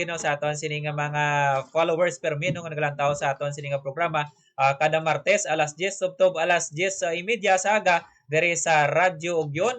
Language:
Hiligaynon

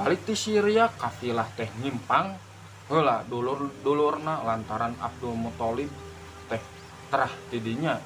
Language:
Sundanese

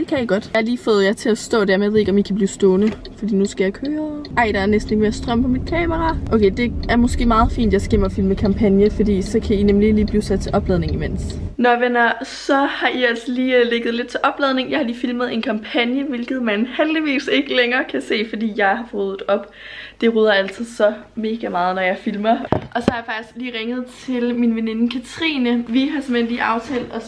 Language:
Danish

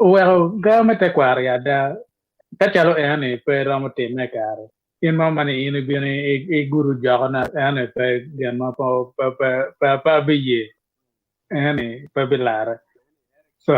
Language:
Acoli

